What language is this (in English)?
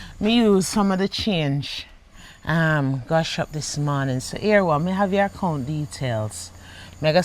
Jamaican Creole English